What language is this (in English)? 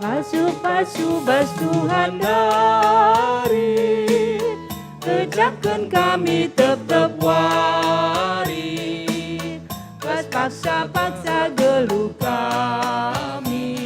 Batak Karo